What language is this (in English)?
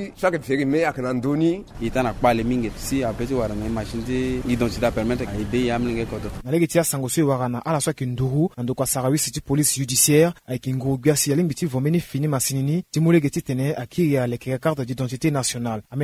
Sango